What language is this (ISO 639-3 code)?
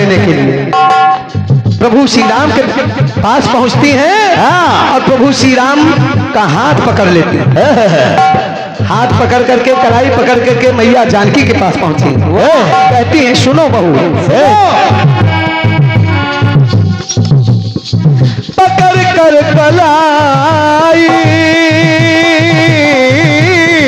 hin